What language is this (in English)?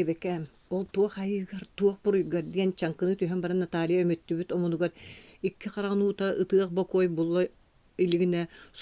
Yakut